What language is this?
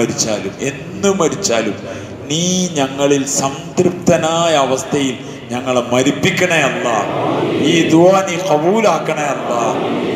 Malayalam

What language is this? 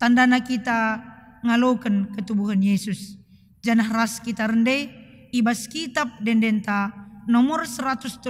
Batak Karo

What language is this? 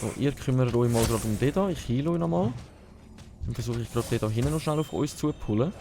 Swiss German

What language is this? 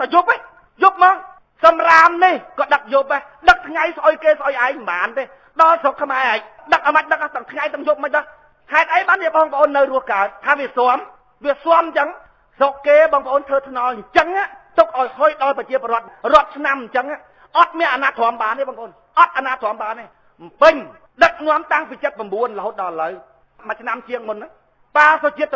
Khmer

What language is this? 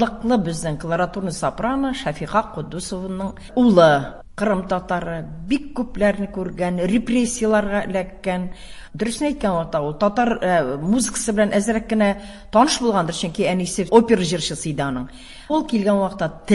Tatar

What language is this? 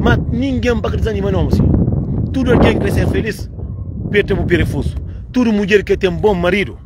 Kabuverdianu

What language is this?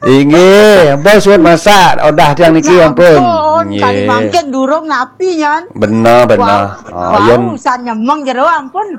Balinese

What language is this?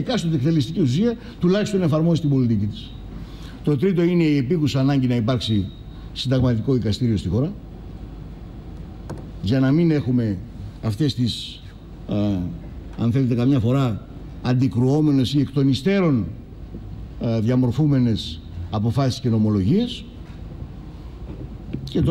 Greek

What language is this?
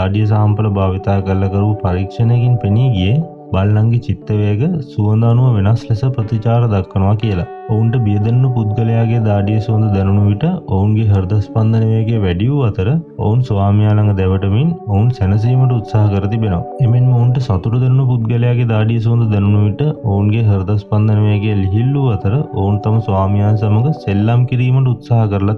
Sinhala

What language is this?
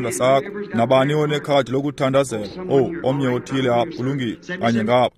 Xhosa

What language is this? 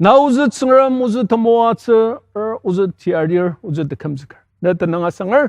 Ao Naga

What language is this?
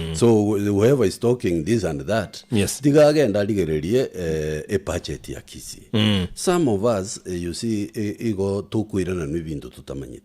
Gusii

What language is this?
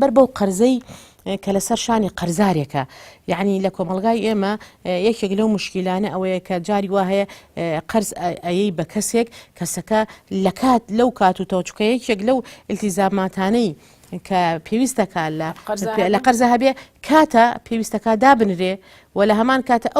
Central Kurdish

